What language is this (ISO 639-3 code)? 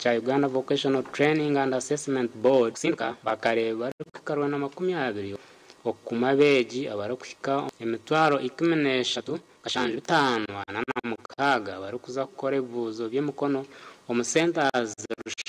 nyn